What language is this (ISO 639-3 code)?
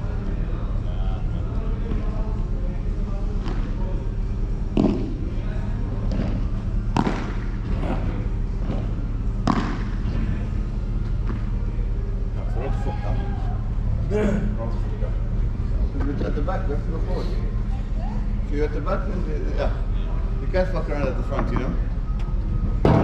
eng